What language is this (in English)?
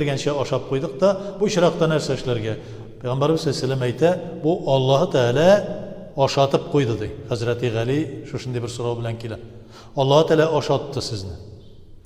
Tatar